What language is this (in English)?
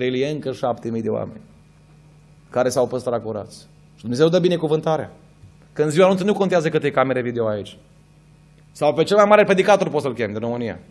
Romanian